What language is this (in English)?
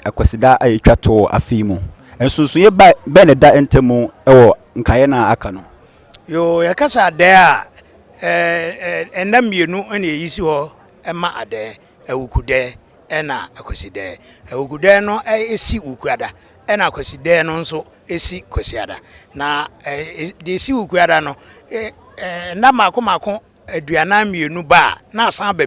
Akan